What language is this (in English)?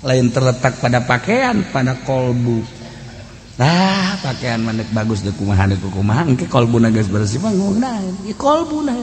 Sundanese